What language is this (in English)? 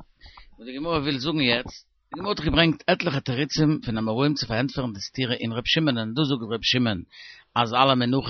Yiddish